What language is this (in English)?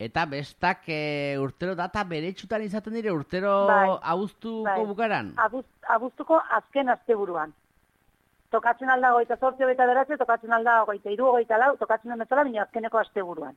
Basque